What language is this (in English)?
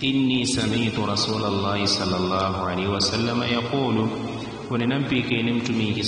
Yao